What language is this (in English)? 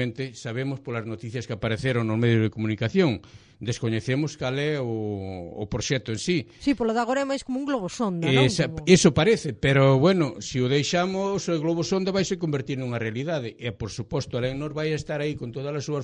Galician